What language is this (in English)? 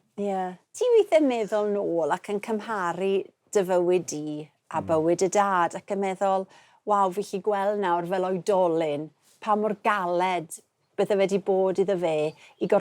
Welsh